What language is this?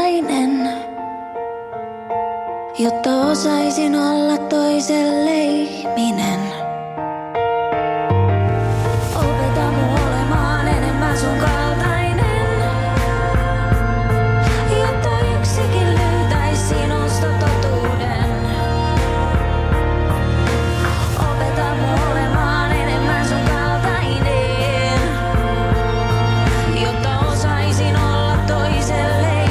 Finnish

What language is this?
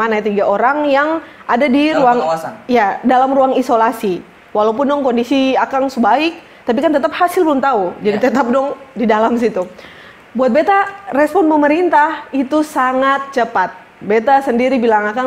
Ambonese Malay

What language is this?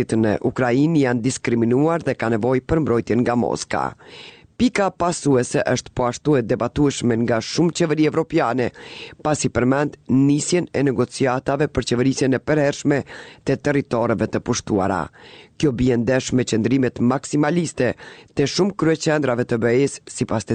Albanian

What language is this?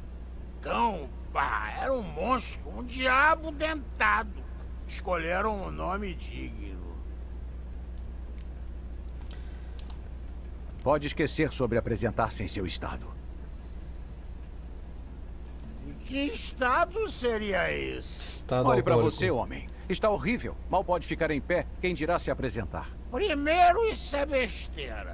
Portuguese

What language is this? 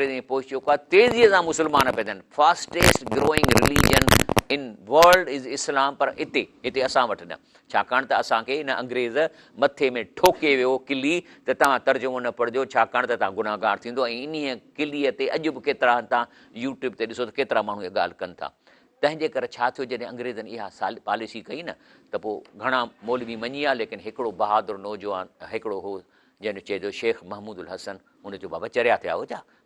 Sindhi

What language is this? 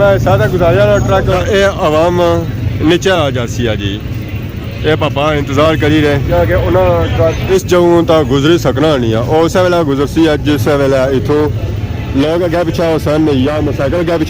Pahari-Potwari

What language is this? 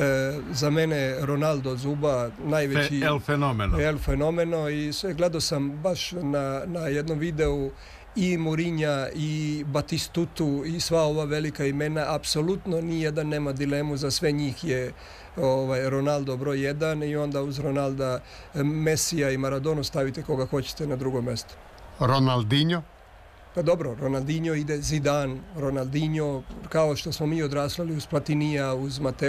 Serbian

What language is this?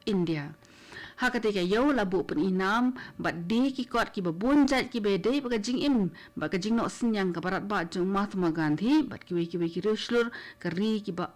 Khasi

